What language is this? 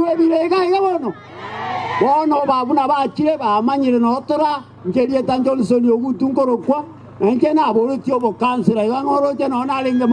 Gusii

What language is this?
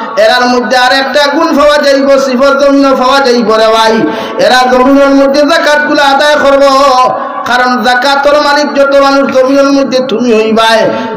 Sylheti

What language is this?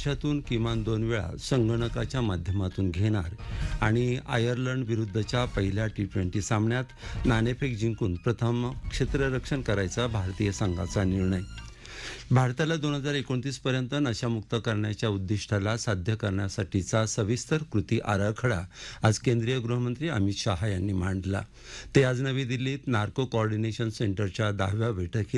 Marathi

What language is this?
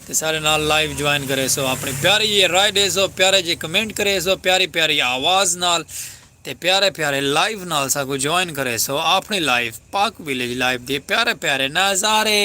Saraiki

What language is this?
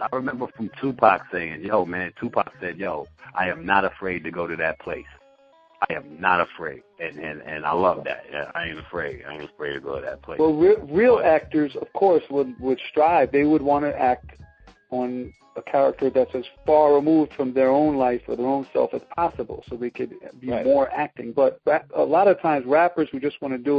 English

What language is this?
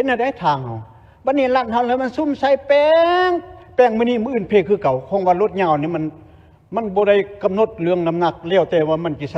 Lao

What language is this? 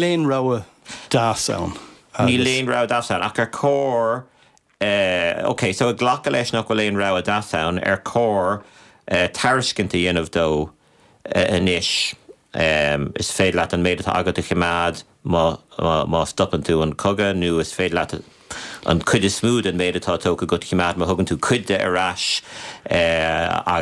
Irish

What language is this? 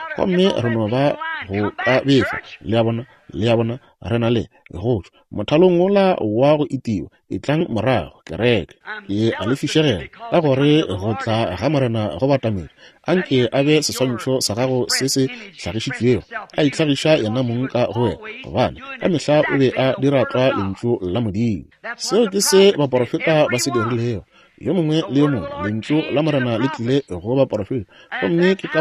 Northern Sotho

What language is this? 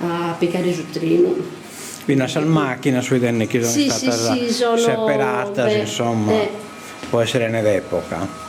Sardinian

